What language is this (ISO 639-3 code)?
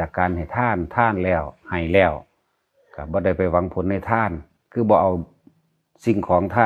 lao